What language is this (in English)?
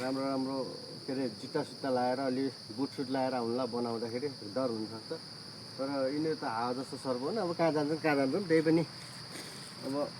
Nepali